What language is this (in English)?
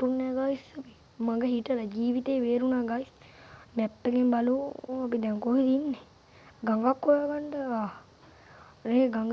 Sinhala